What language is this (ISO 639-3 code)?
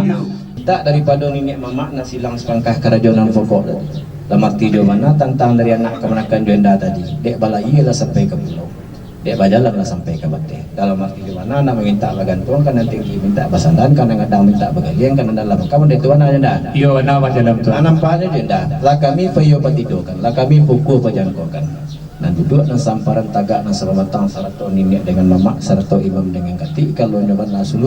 min